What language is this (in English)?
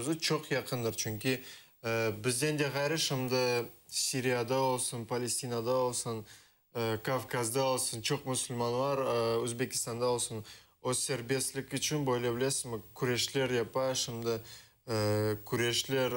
Crimean Tatar